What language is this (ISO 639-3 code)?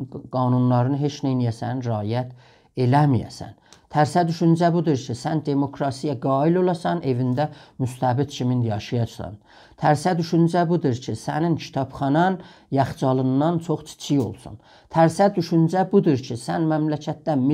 azb